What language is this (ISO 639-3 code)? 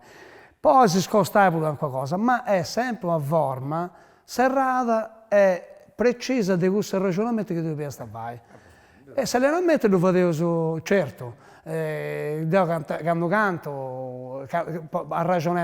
srd